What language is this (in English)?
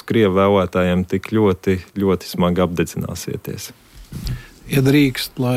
Latvian